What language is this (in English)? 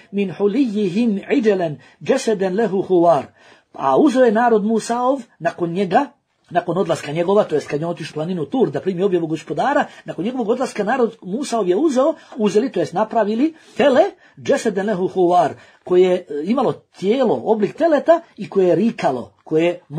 Bosnian